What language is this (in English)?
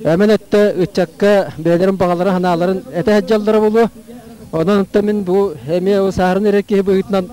Yakut